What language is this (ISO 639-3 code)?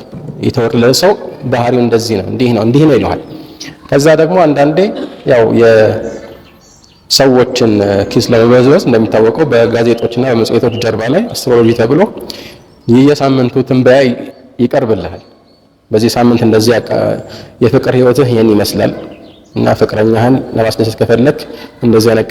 amh